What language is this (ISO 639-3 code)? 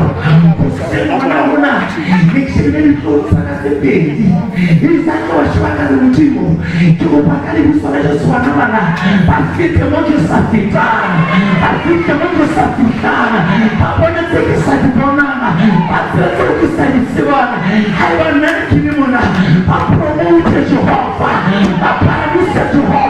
sot